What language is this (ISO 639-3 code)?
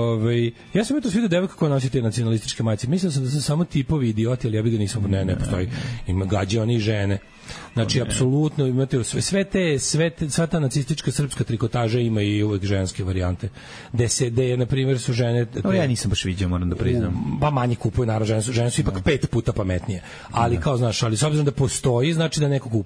srp